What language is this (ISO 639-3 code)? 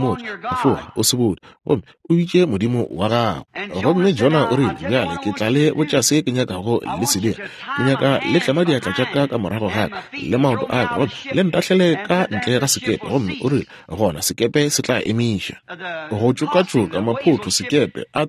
nso